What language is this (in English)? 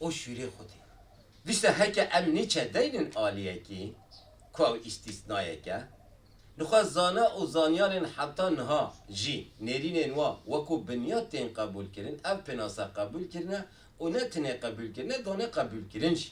Kurdish